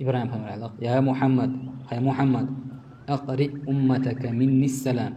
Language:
Chechen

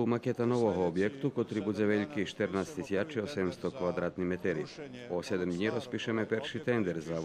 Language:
Rusyn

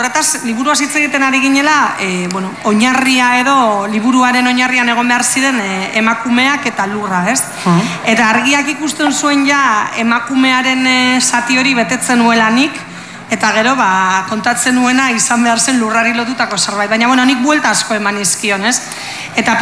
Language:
Basque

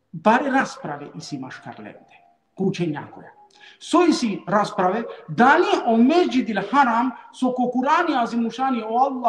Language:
Balkan Romani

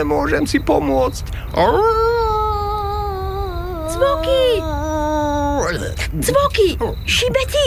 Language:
Slovak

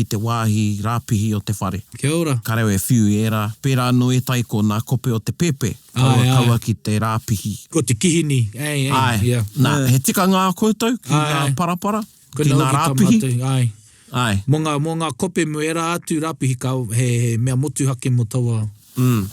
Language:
Māori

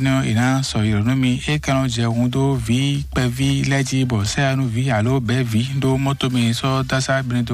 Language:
Fon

